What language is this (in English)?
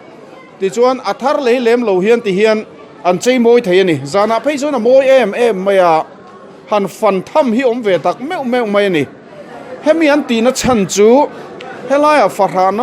Mizo